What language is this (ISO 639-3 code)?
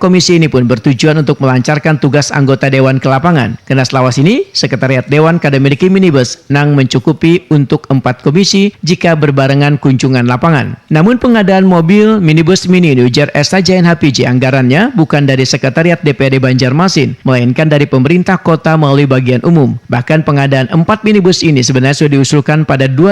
bjn